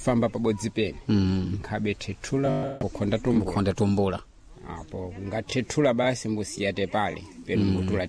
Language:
Sena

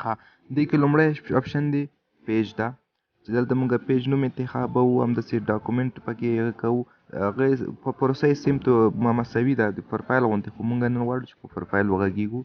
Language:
Pashto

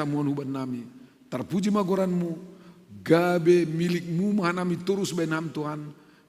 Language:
Batak Simalungun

